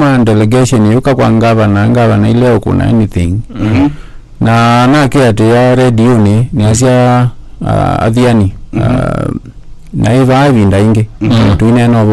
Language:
Kamba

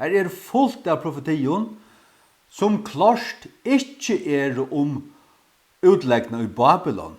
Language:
Faroese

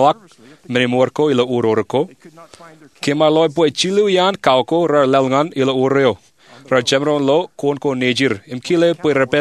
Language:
Marshallese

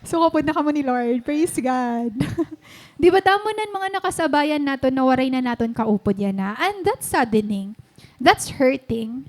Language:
Waray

